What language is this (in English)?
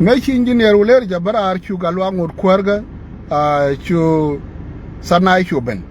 Nuer